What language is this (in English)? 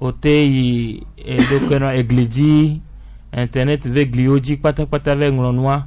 Gen